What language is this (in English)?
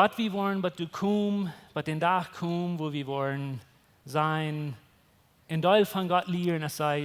Plautdietsch